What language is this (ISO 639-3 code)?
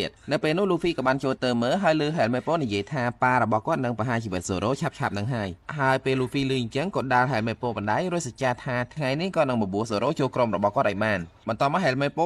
khm